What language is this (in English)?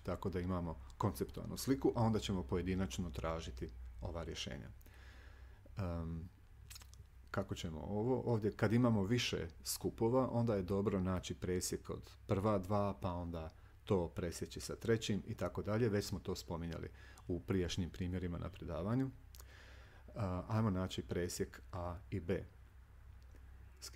Croatian